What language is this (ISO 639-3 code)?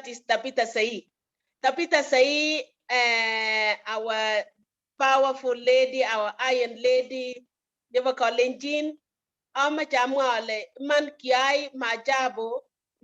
kln